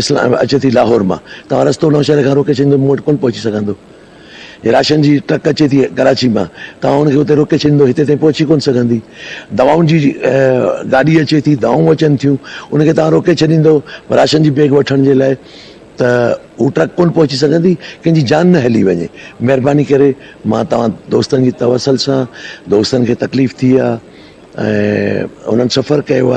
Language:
Sindhi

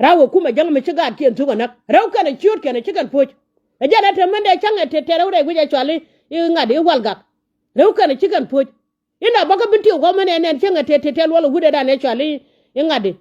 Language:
Nuer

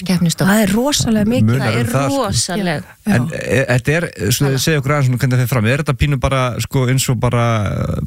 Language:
Icelandic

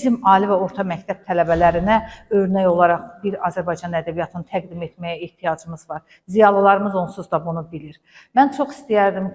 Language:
Azerbaijani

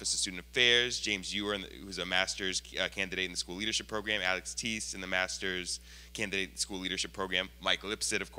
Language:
English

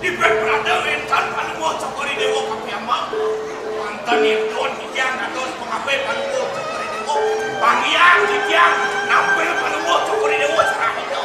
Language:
Balinese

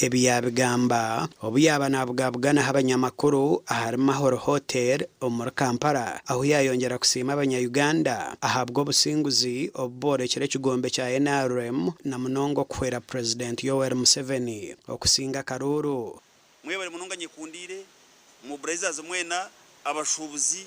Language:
Nyankole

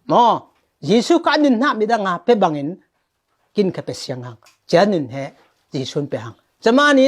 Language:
Falam Chin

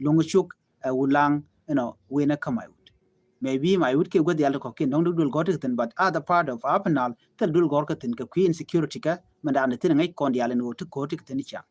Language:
Nuer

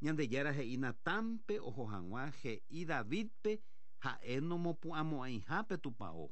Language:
Guarani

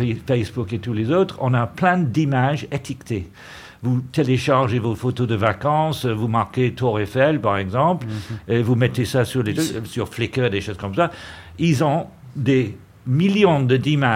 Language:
French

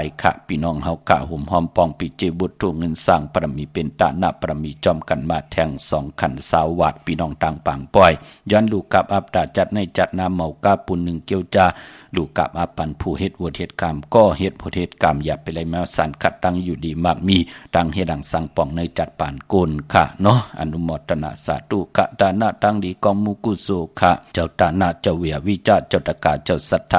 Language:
Shan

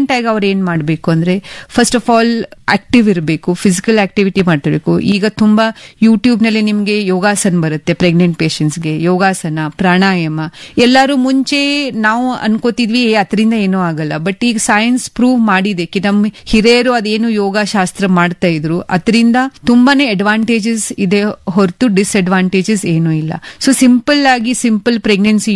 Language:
Kannada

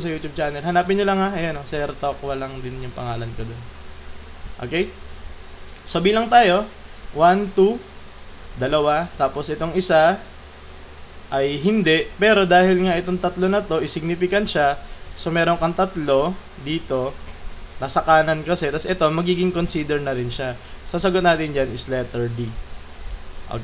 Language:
Filipino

